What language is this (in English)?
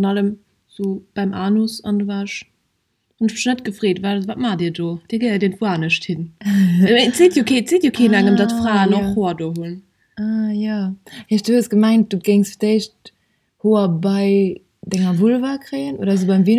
Luxembourgish